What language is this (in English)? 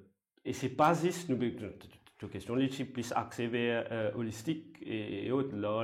Morisyen